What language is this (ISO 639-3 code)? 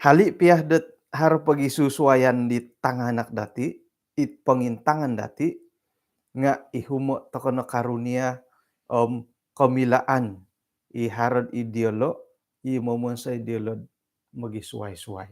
dtp